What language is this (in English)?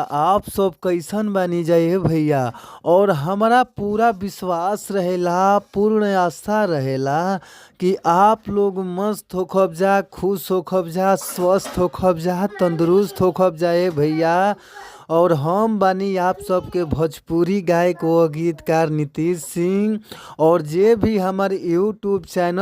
Bhojpuri